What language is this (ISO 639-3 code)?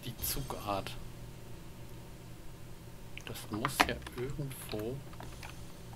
deu